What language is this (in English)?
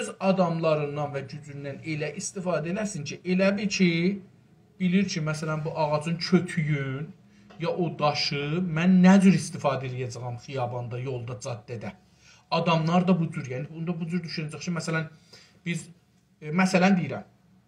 South Azerbaijani